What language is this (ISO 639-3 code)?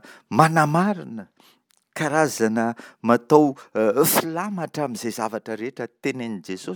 mlg